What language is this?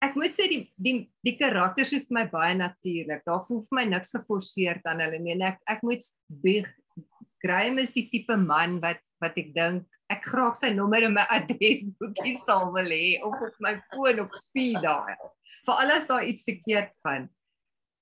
Afrikaans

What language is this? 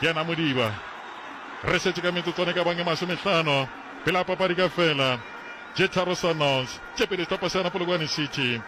Northern Sotho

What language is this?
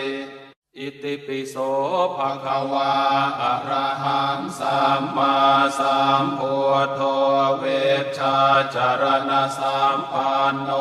Pali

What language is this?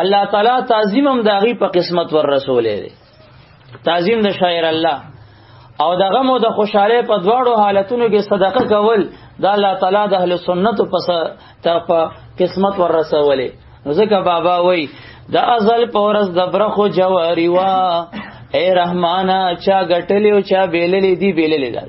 Pashto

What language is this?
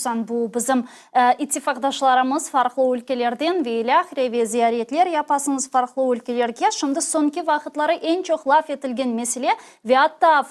Crimean Tatar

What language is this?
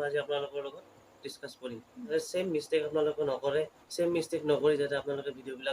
Assamese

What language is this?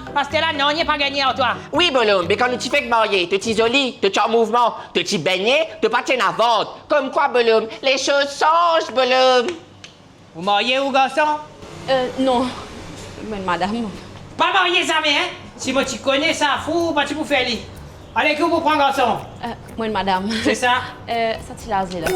Morisyen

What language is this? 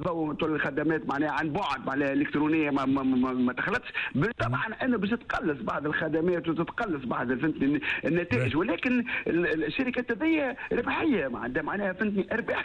Tunisian Arabic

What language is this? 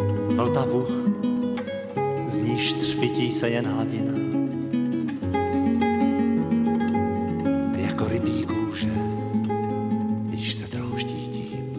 Czech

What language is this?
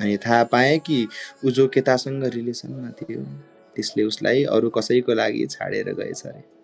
Nepali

